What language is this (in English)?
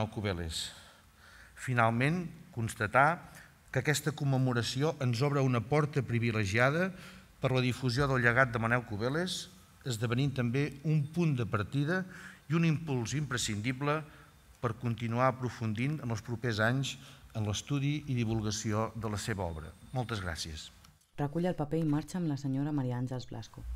Catalan